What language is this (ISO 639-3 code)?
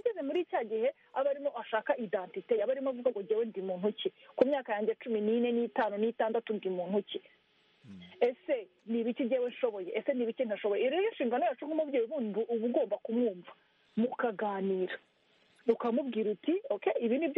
kin